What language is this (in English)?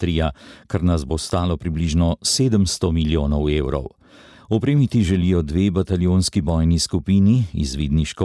Slovenian